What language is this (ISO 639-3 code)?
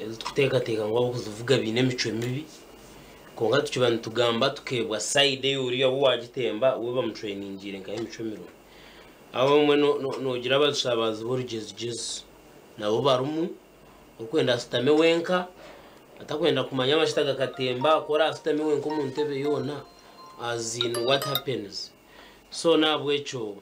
nyn